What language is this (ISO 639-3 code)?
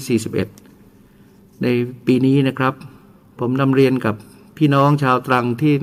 tha